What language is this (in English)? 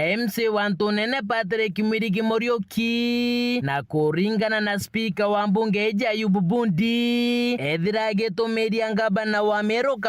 Meru